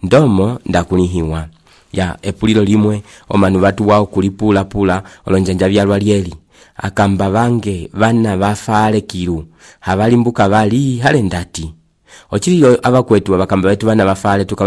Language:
Umbundu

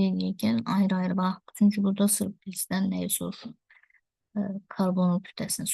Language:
Azerbaijani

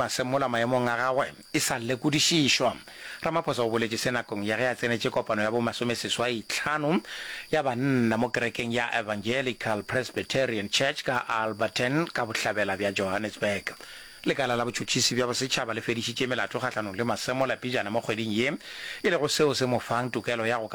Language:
Northern Sotho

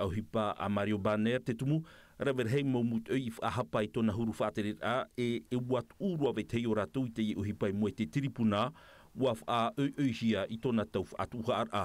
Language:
Tahitian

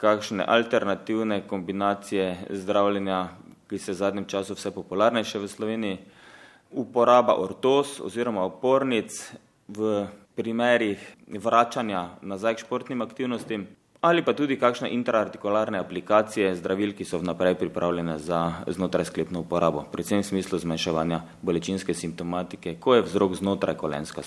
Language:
Slovenian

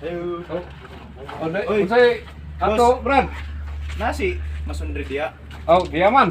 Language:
Cebuano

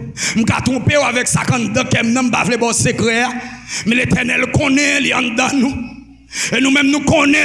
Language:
Haitian Creole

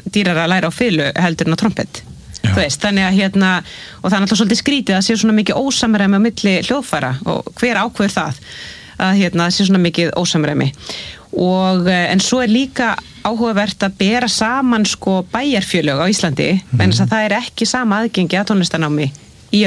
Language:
Icelandic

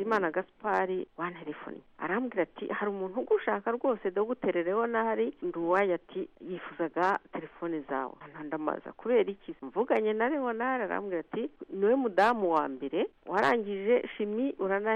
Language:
Kinyarwanda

